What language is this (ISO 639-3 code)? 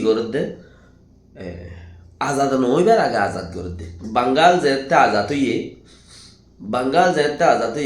rhg